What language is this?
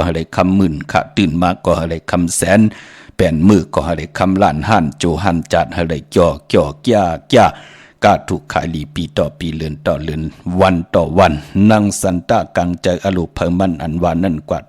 Shan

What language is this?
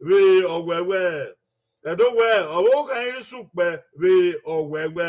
Bini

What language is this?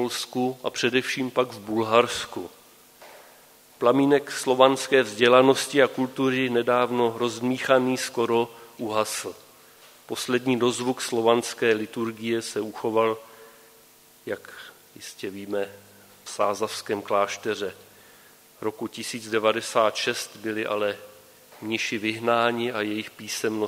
Czech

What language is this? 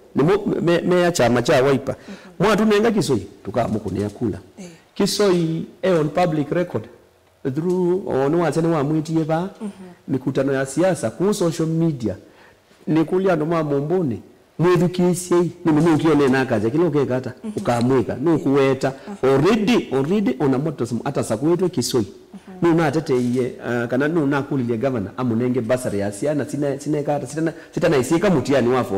Kamba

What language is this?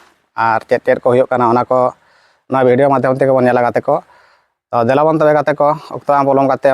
Santali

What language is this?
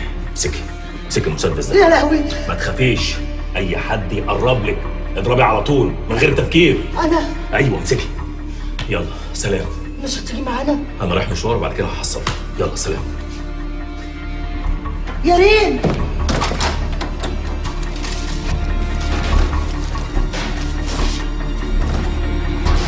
Egyptian Arabic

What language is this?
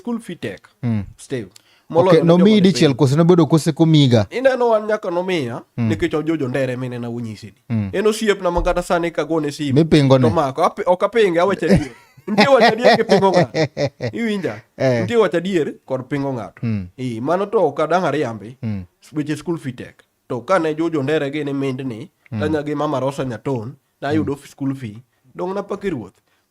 Luo (Kenya and Tanzania)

